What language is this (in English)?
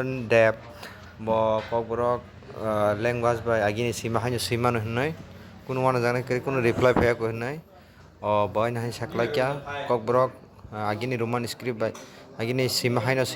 Kok Borok